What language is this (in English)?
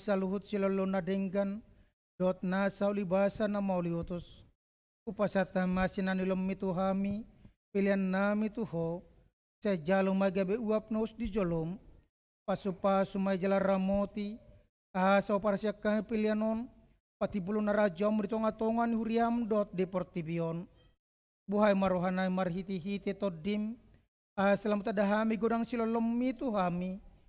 Batak Toba